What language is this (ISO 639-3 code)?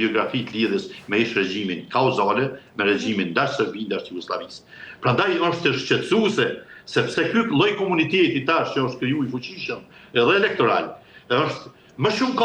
sqi